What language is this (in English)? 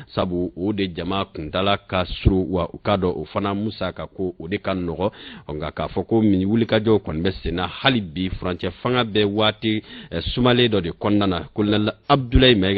Bambara